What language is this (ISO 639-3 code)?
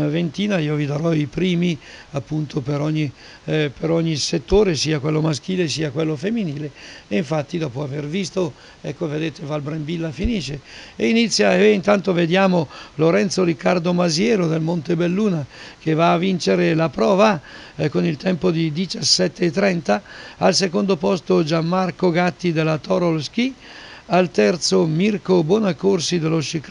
ita